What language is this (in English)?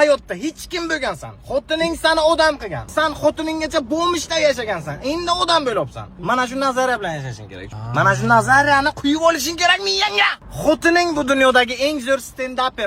Uzbek